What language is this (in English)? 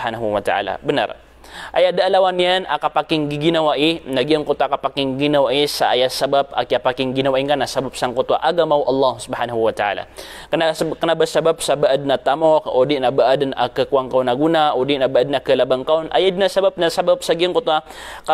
Maranao